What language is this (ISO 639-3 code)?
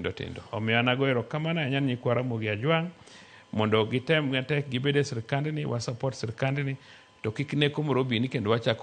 luo